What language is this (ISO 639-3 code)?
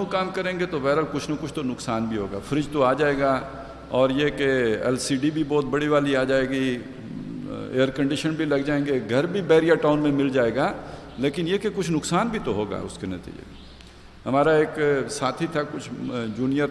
urd